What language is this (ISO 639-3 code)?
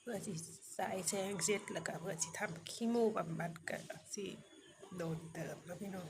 tts